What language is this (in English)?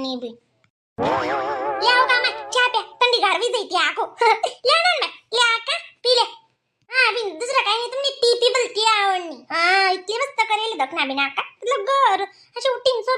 Khandesi